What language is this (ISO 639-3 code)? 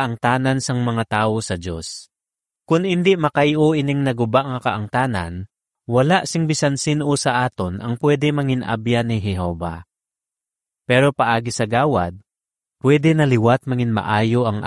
hil